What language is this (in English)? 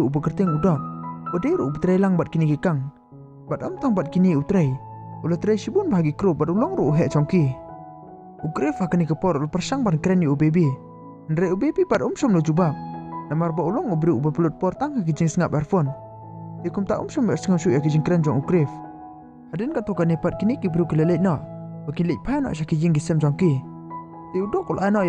Khasi